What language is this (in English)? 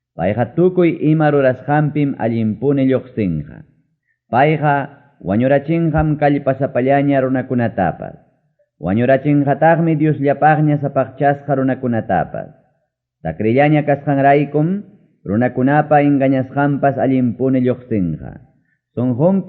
Ayacucho Quechua